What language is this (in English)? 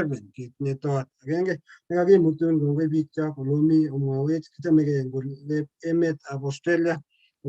Kalenjin